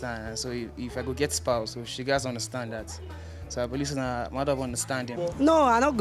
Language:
Nigerian Pidgin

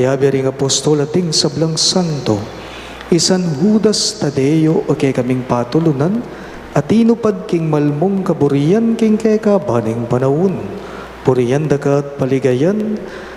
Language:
Pampanga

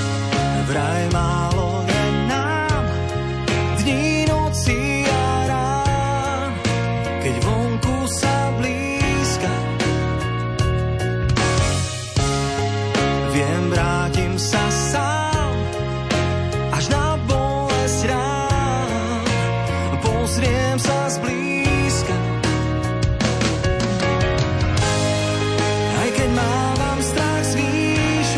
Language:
Slovak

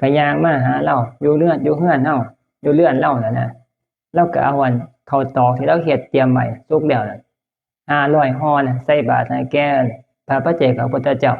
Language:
Northeastern Thai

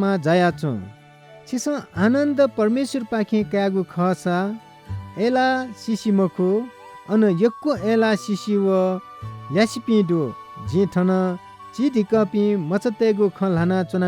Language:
Newari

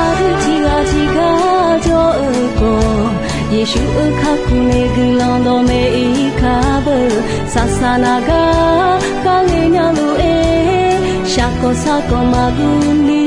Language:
Akha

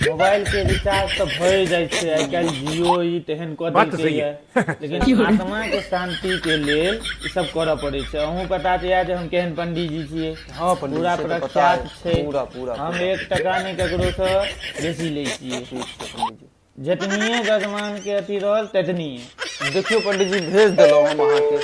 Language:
Maithili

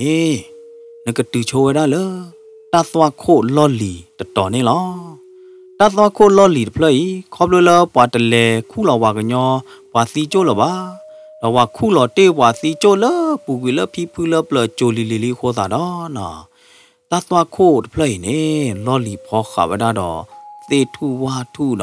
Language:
S'gaw Karen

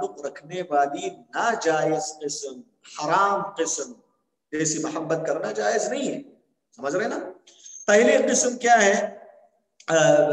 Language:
Urdu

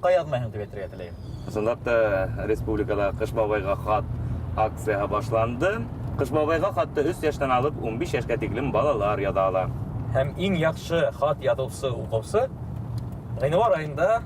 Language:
Bashkir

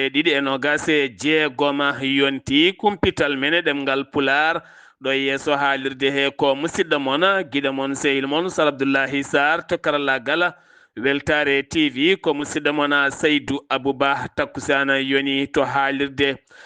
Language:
Fula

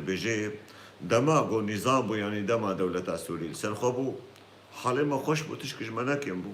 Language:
Kurdish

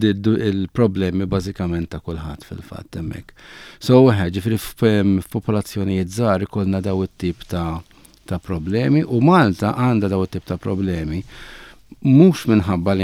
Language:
Maltese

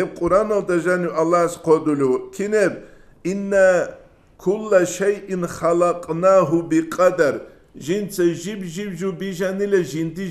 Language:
Avaric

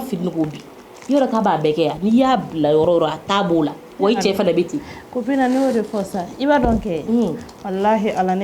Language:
Bambara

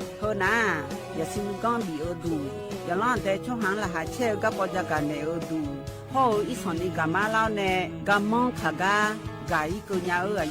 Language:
Akha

